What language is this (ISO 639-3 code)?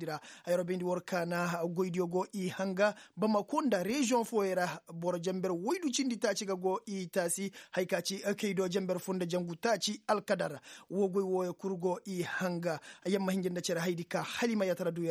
ses